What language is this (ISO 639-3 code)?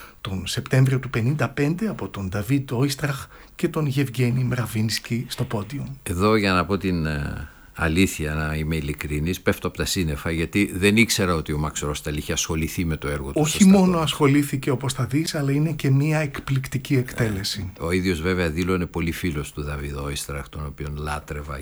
ell